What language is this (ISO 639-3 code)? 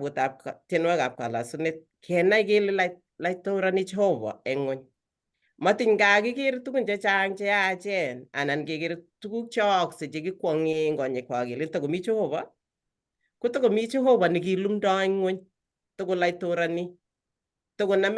kln